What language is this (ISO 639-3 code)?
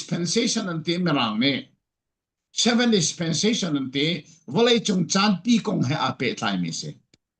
cfm